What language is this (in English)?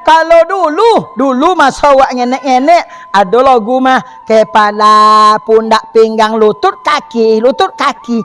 Minangkabau